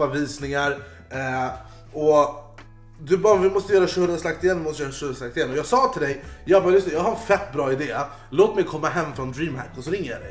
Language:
Swedish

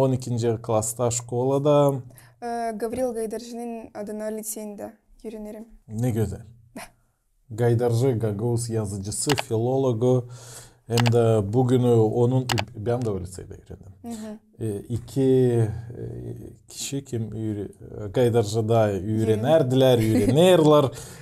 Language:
Gagauz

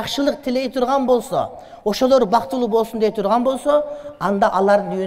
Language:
Kyrgyz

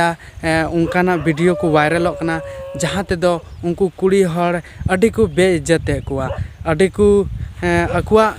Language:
Santali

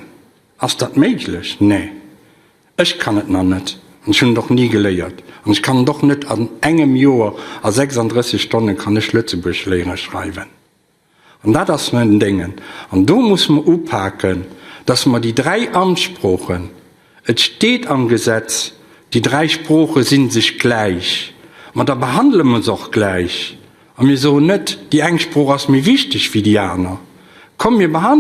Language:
Luxembourgish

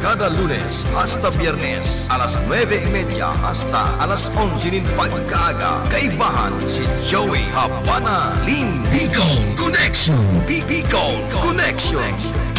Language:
Bikol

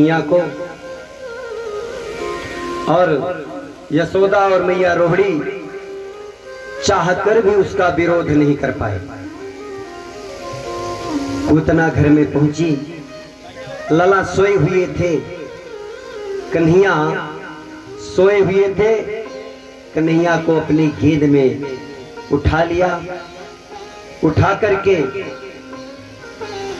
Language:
Hindi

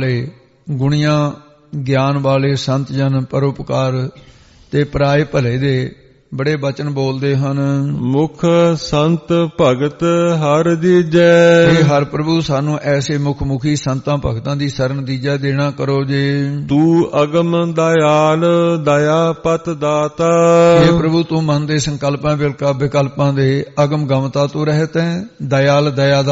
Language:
Punjabi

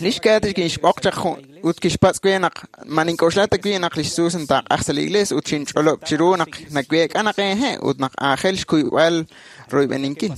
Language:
Kekchí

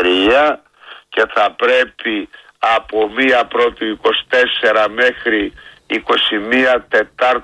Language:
Greek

